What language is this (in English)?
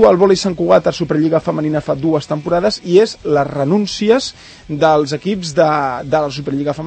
Catalan